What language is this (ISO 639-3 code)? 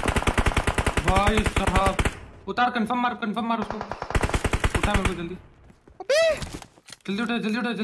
hin